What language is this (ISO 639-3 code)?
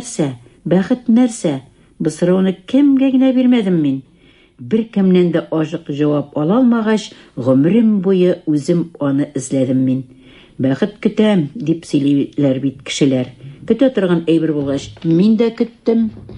tat